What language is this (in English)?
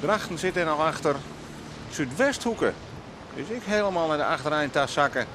Western Frisian